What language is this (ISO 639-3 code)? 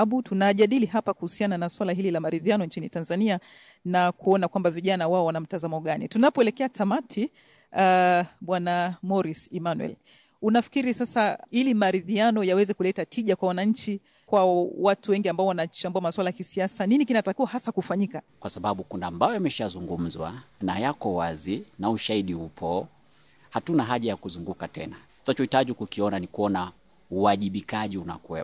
swa